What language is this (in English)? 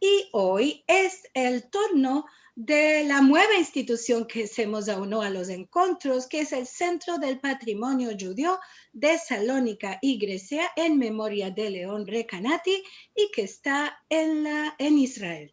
Ladino